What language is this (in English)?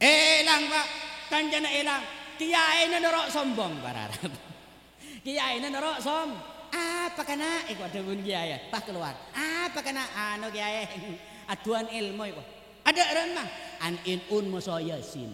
Madurese